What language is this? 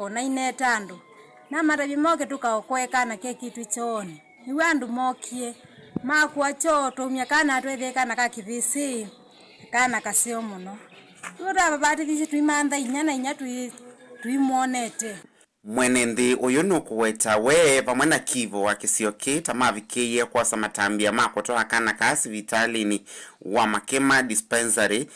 Kamba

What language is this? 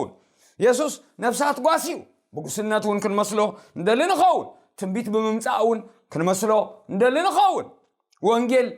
Tigrinya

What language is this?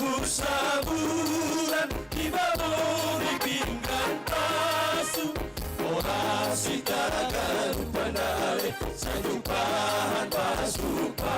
Batak Simalungun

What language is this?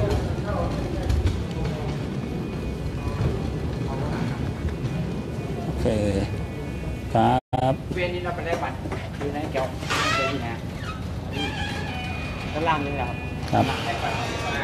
Thai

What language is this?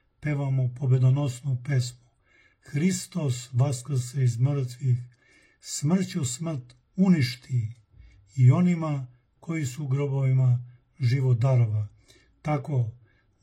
Serbian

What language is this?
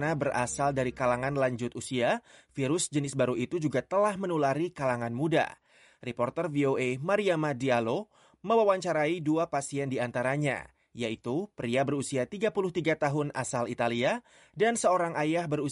Indonesian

